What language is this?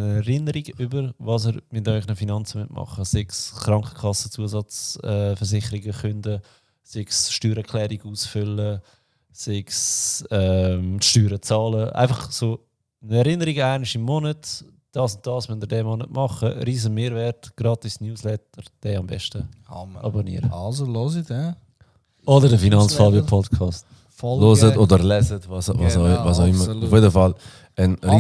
Swiss German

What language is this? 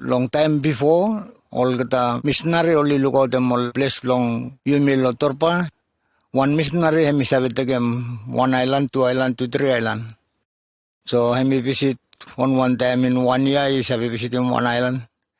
Bislama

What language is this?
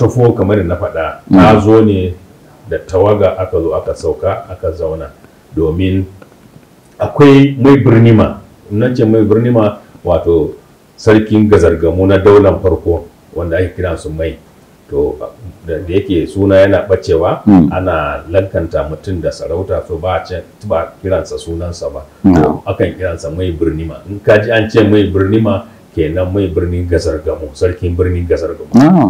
Hausa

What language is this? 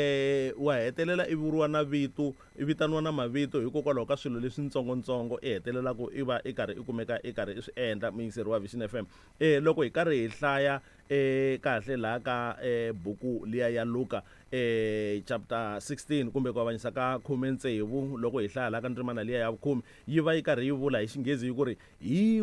Tsonga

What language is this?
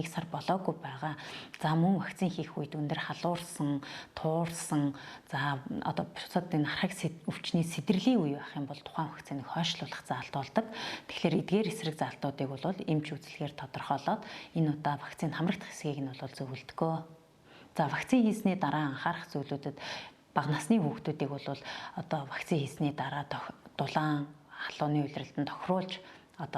Mongolian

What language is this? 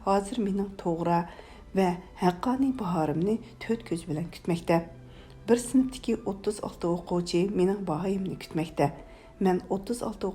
Uyghur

